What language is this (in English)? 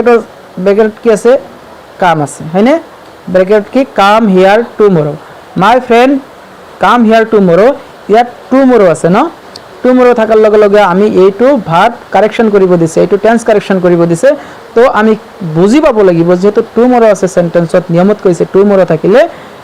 Assamese